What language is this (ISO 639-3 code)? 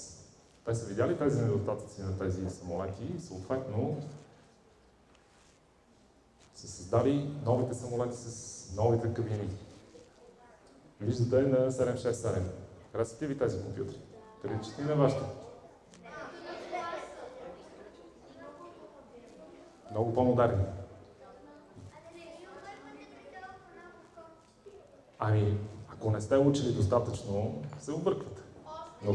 bul